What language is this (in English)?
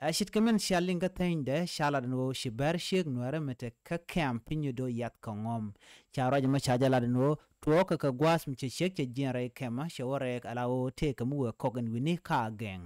Nuer